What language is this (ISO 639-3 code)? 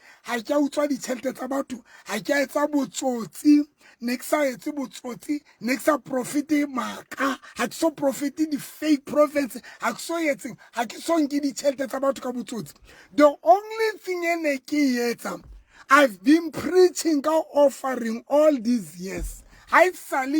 sot